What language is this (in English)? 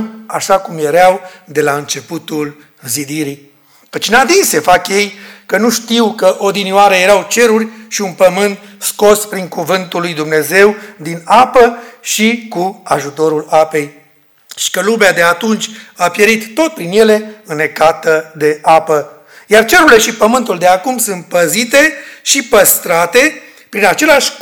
Romanian